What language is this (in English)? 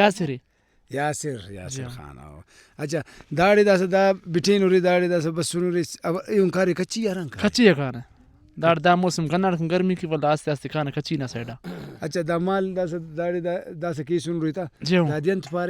Brahui